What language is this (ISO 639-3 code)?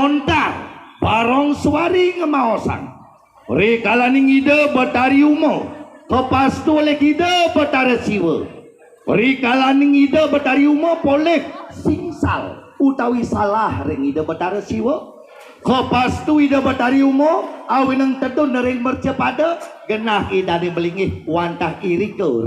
ban